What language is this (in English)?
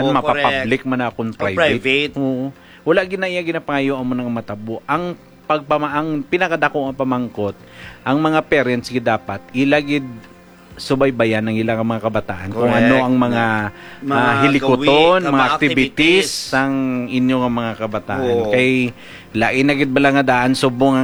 Hiligaynon